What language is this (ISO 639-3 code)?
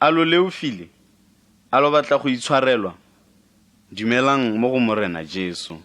tsn